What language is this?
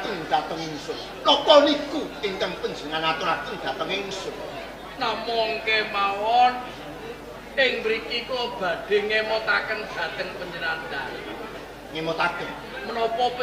Javanese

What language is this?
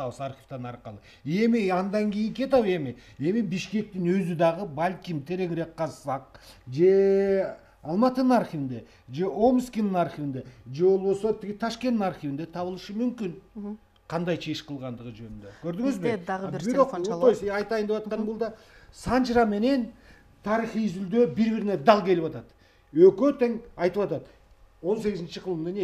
Kyrgyz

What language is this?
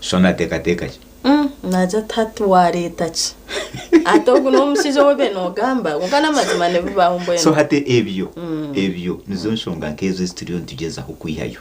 Nyankole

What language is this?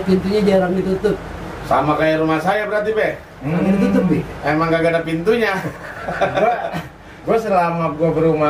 Betawi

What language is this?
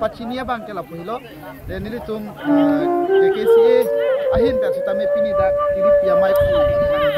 Karbi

